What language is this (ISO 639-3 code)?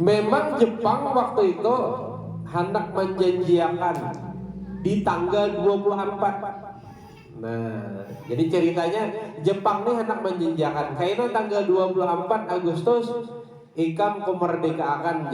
bjn